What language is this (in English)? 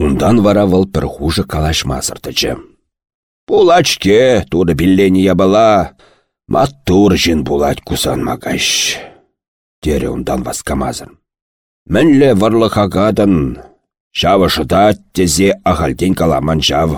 Chuvash